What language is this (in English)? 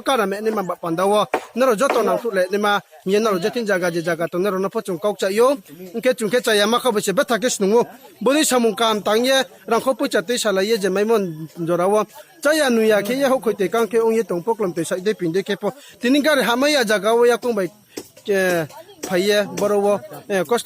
Riang (India)